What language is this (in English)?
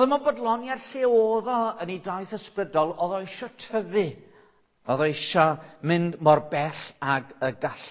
Welsh